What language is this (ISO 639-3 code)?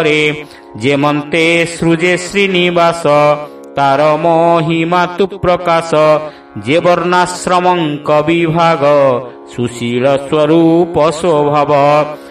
ori